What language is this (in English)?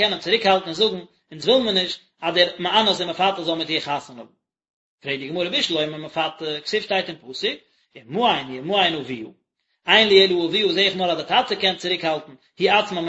Yiddish